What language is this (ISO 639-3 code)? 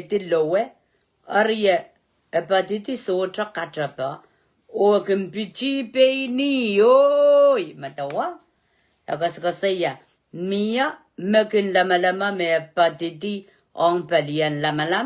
pon